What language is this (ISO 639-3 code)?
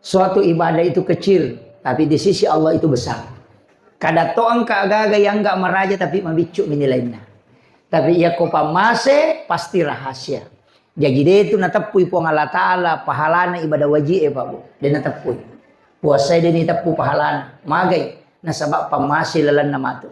bug